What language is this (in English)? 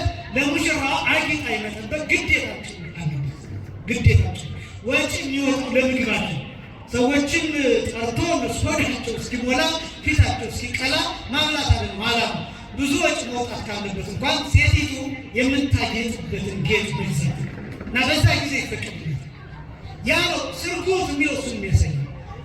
Amharic